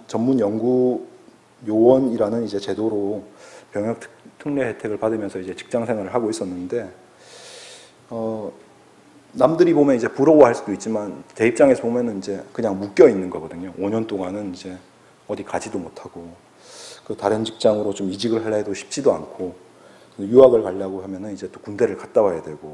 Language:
Korean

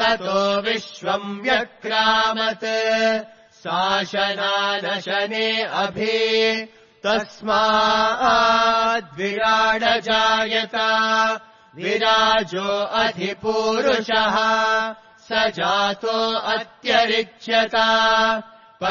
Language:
Sanskrit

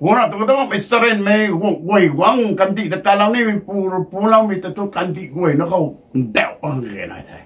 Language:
Rongmei Naga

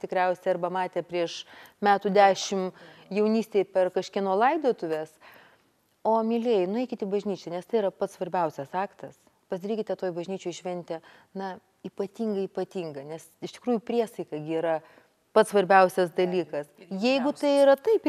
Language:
Lithuanian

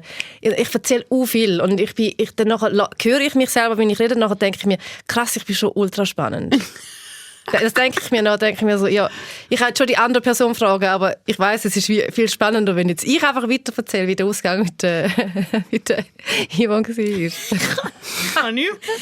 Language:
Swiss German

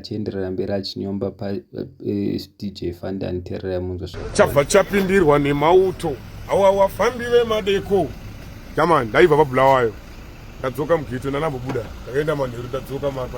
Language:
Shona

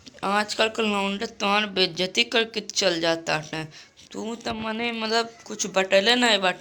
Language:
Bhojpuri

